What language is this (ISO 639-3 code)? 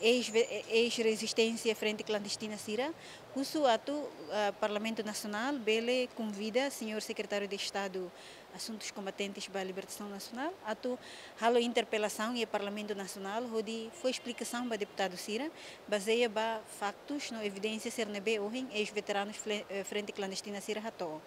tet